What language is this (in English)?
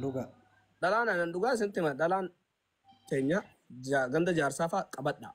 Oromo